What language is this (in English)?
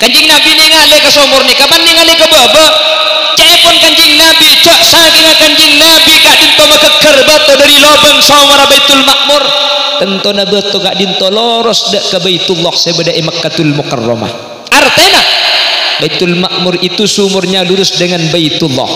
Madurese